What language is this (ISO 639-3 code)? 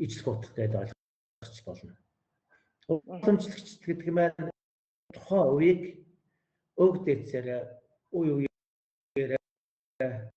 mon